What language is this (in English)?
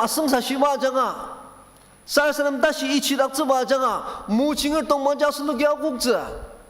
Ao Naga